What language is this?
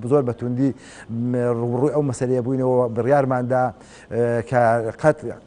Central Kurdish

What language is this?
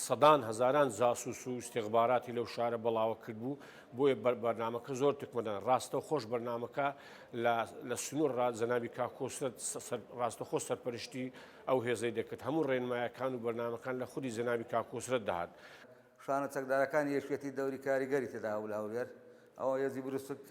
Central Kurdish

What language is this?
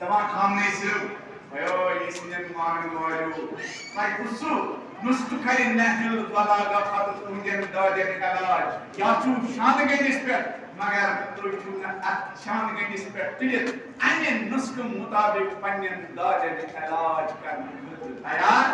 Kashmiri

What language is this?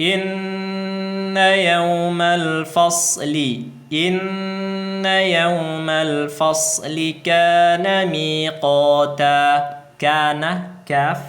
Tausug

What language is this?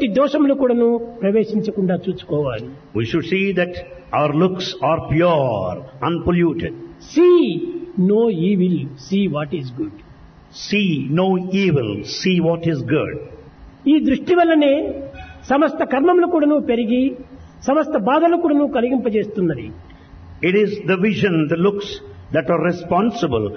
Telugu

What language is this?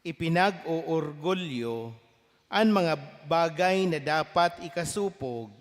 Bikol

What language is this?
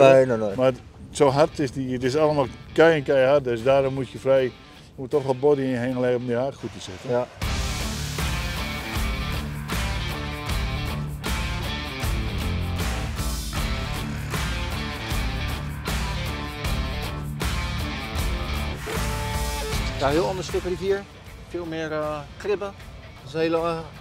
Dutch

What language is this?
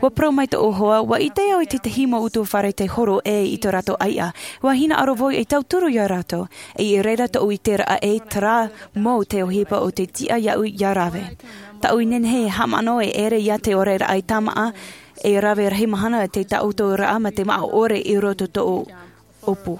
Tahitian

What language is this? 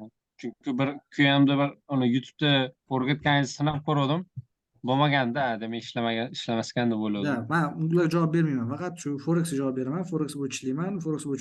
Uzbek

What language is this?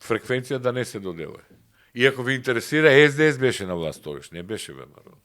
Macedonian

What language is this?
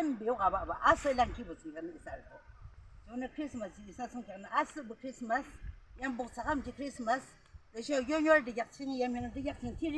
Yimchungru Naga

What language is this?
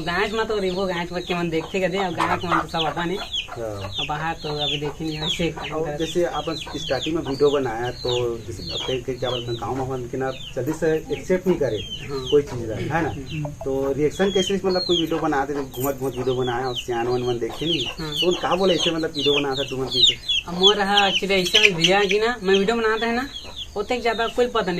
Chhattisgarhi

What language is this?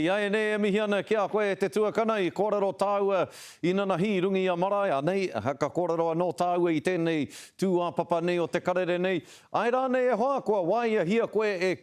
Māori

